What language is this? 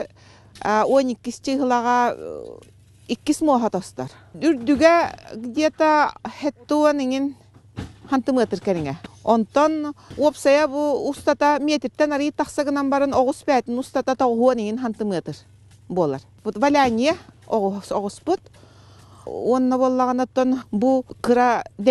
Yakut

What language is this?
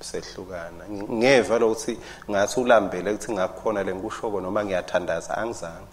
Swati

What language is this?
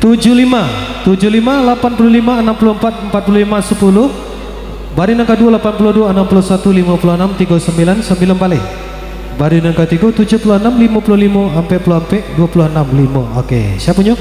Minangkabau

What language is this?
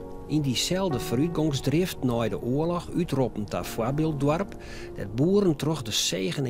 Western Frisian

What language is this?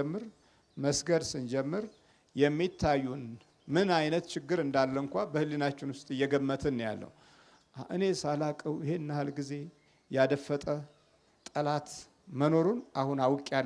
Amharic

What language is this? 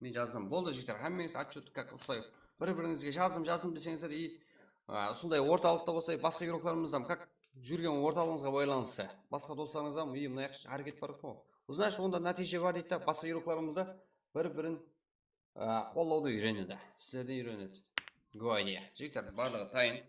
Kara-Kalpak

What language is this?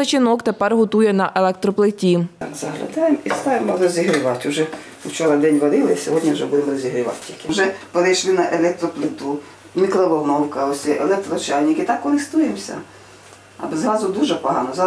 Ukrainian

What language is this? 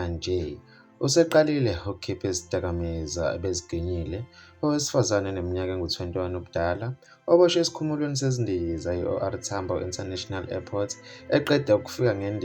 Zulu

